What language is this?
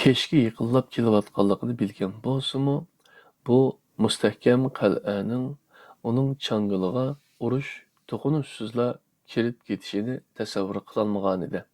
Uyghur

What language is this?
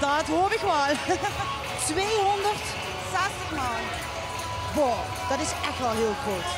Limburgish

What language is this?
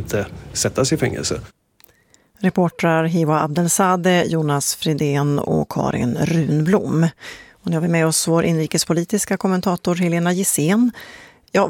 Swedish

